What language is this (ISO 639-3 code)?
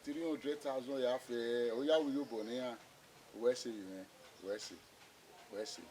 bin